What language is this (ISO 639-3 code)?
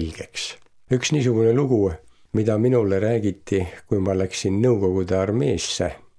est